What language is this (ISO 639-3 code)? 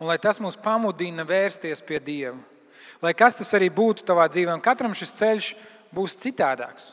lav